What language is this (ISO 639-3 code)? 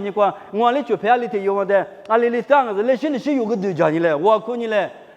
lis